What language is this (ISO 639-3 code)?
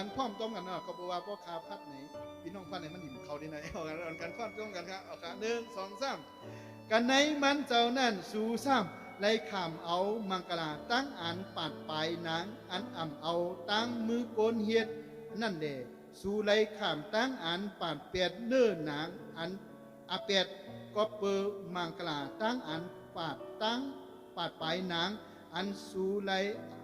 shn